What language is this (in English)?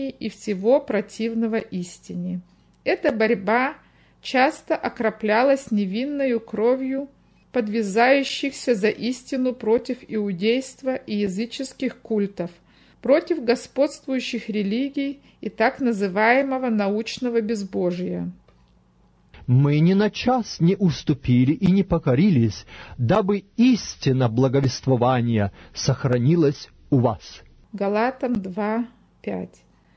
Russian